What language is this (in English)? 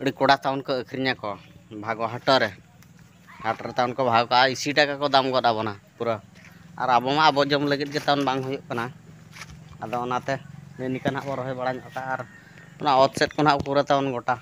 Santali